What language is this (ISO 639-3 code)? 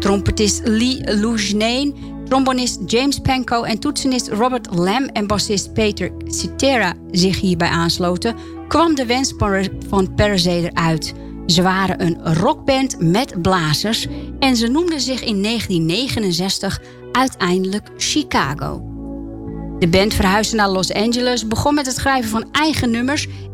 nld